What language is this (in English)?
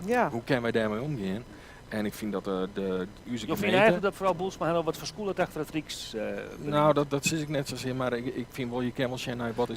Western Frisian